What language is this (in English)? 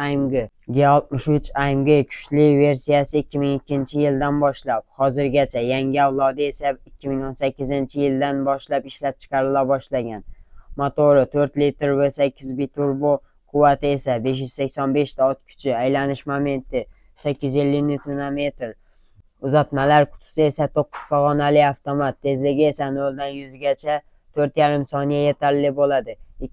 Uzbek